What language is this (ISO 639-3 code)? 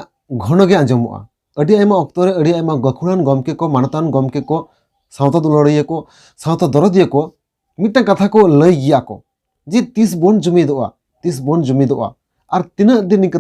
sat